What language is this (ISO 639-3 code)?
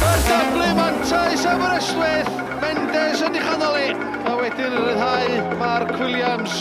cym